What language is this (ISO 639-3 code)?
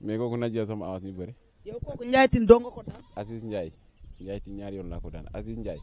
wol